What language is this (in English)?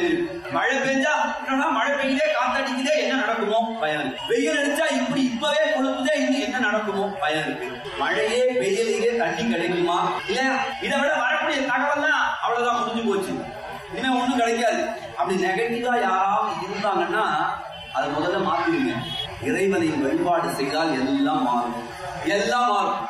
Tamil